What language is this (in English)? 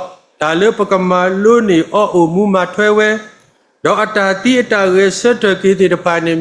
S'gaw Karen